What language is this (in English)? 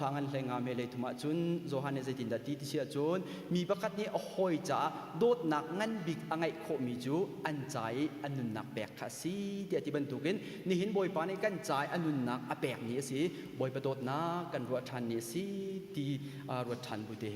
Hakha Chin